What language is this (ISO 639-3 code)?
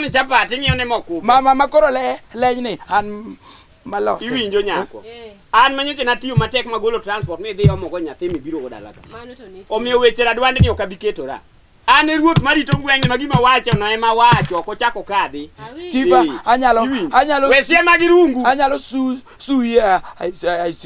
luo